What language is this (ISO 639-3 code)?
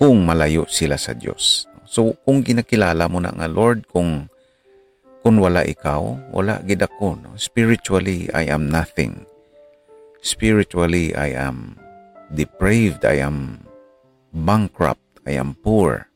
hil